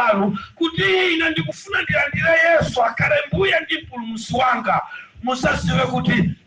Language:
Nyanja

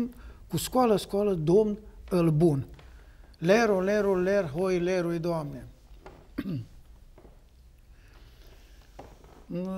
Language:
Romanian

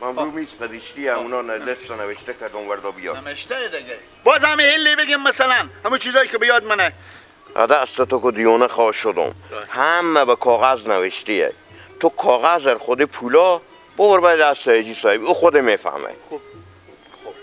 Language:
Persian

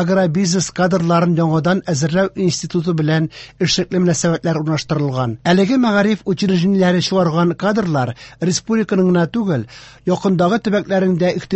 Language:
Tatar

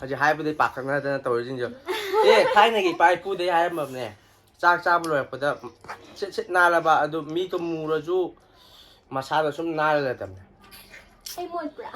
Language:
Manipuri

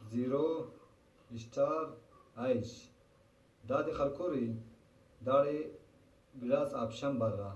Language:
Brahui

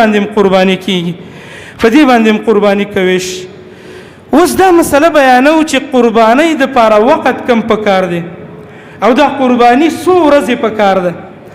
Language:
Pashto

